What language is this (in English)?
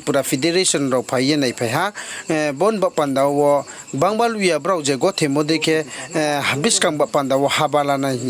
Riang (India)